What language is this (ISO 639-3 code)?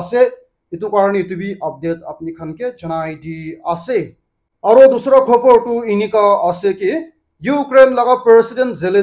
nag